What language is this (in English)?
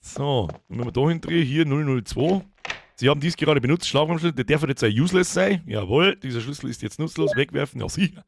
Bavarian